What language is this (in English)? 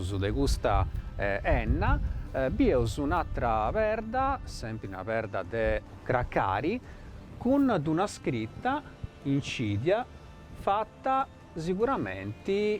Sardinian